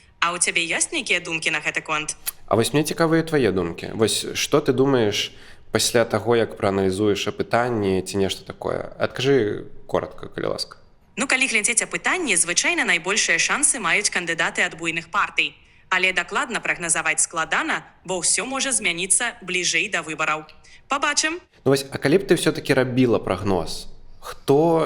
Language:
Belarusian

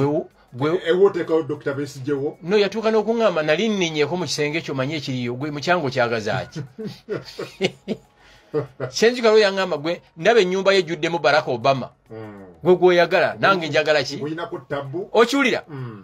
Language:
Ganda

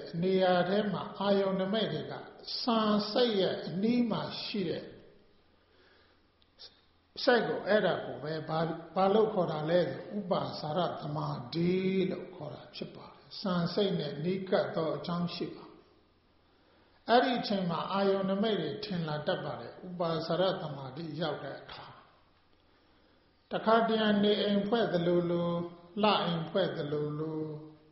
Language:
Burmese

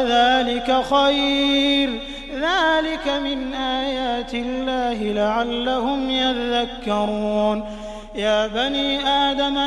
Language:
Arabic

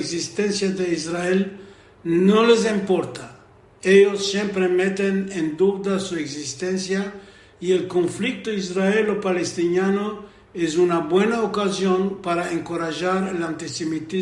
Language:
Ladino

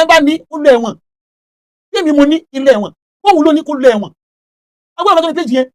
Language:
Yoruba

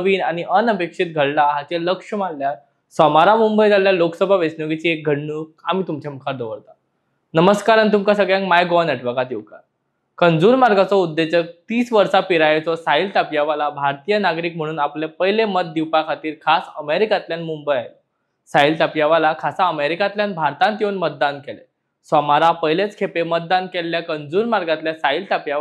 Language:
Konkani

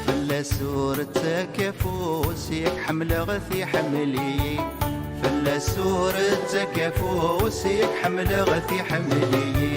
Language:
Kabyle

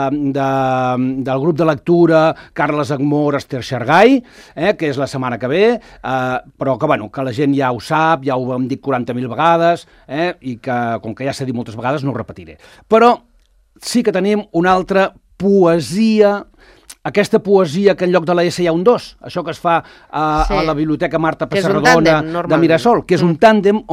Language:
Catalan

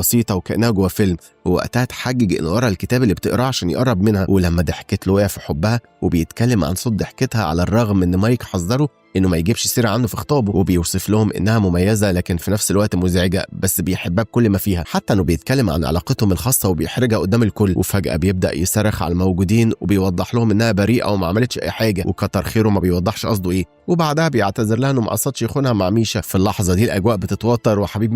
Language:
Egyptian Arabic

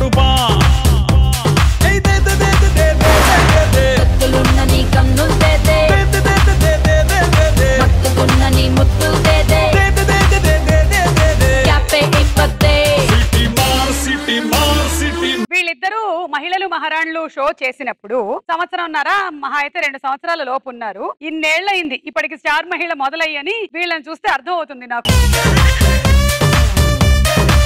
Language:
Telugu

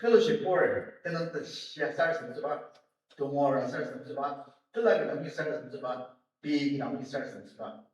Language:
Ao Naga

